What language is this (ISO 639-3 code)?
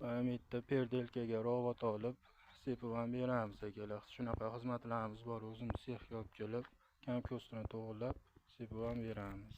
uzb